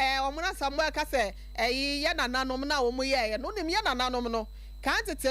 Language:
Akan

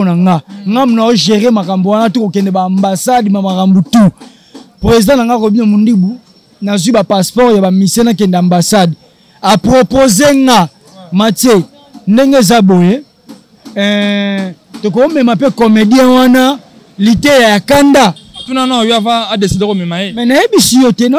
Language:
Lingala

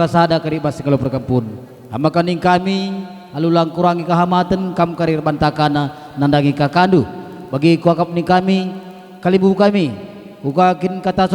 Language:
Batak Karo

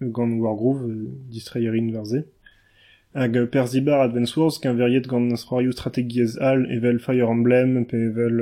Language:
Breton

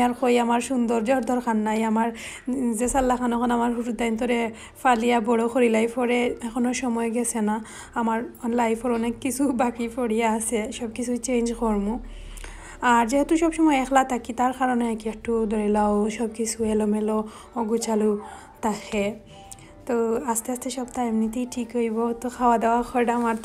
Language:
Sylheti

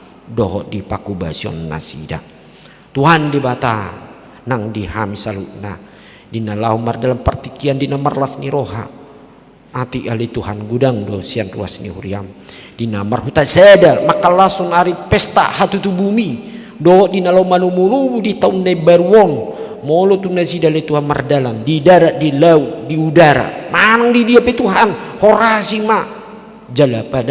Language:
Batak Toba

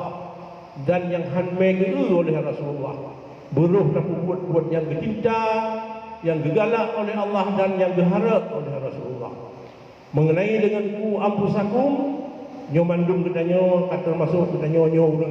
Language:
Achinese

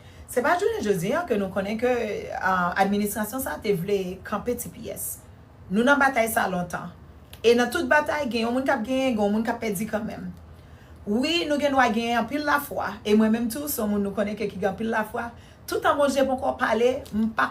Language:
Haitian Creole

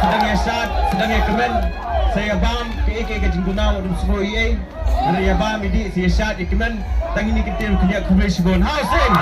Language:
Khasi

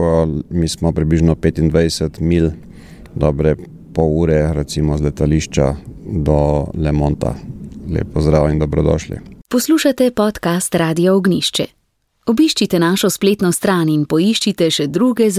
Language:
Slovenian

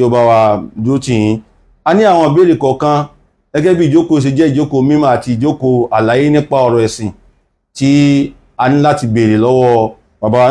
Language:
Yoruba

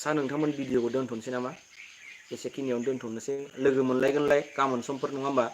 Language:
Bodo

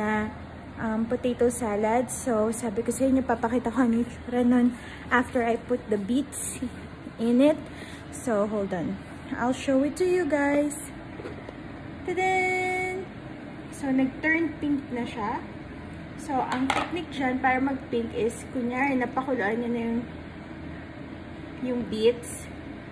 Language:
Filipino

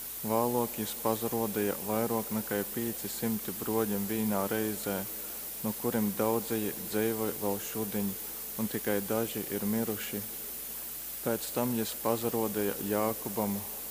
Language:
Latgalian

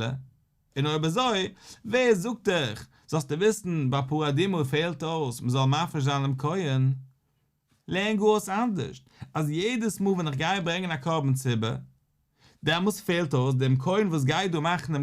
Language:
Yiddish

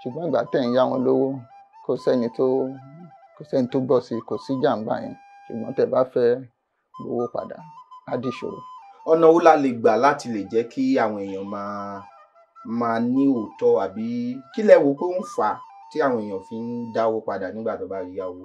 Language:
Yoruba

